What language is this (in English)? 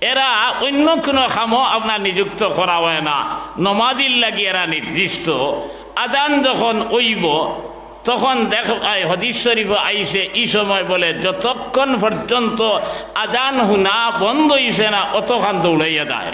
Sylheti